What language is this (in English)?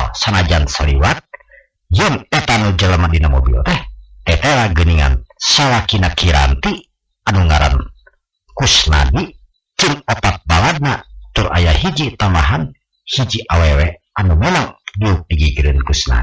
Sundanese